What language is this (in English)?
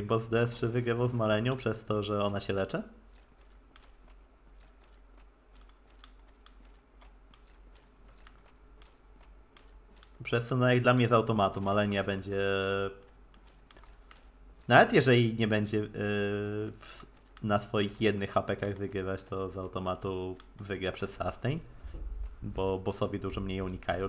Polish